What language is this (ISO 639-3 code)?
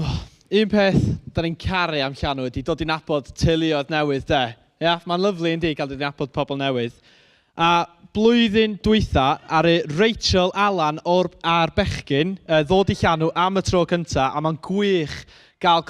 cym